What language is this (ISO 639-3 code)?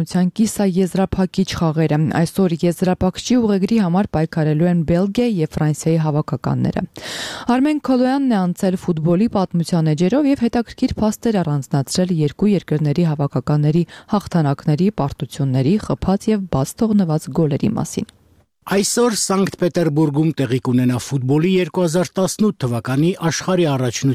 hye